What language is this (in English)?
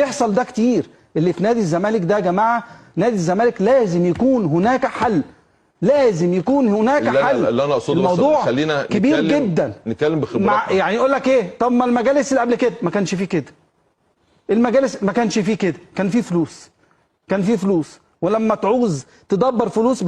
Egyptian Arabic